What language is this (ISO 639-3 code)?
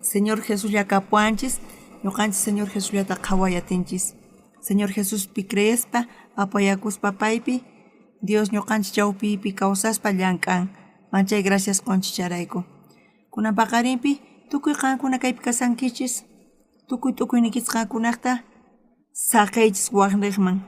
quh